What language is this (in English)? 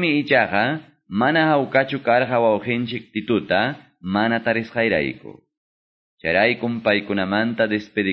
Quechua